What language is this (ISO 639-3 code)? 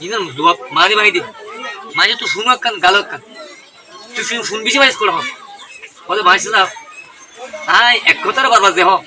rhg